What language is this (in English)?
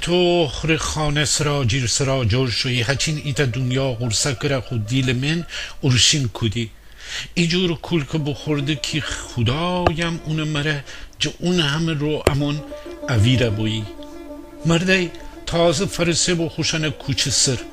Gilaki